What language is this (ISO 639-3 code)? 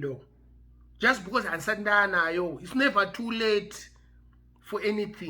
sna